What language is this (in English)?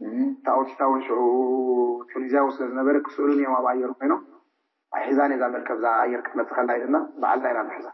Tigrinya